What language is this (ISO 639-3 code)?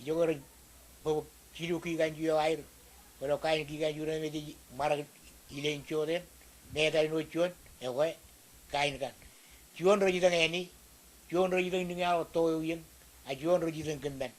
mah